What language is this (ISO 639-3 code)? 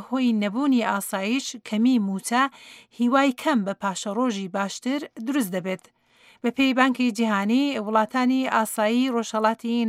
ckb